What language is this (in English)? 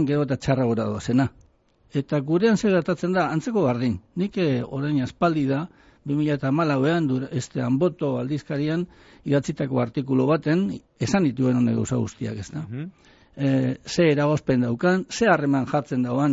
Basque